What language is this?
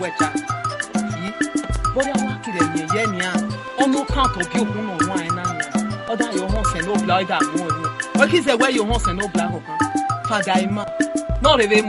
Esan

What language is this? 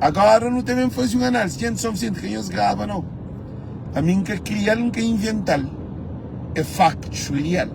Kabuverdianu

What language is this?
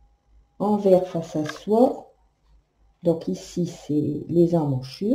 French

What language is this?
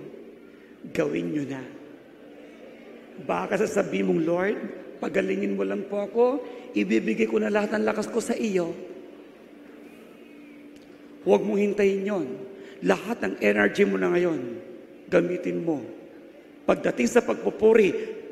Filipino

